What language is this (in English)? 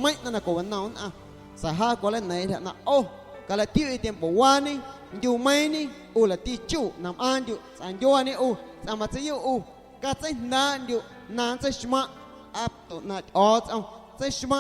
Guerrero Amuzgo